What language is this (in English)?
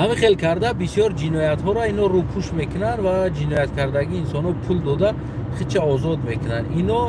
Tajik